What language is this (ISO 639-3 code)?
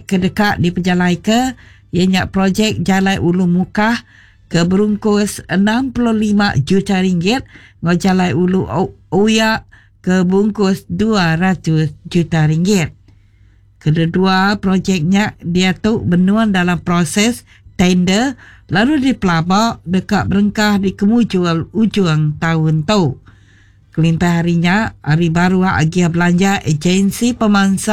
iba